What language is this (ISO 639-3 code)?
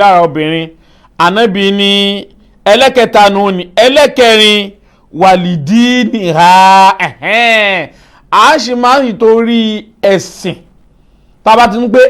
yor